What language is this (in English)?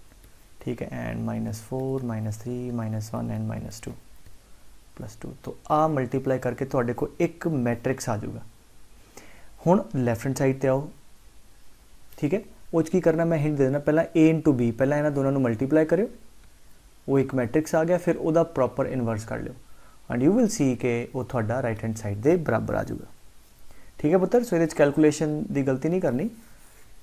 Punjabi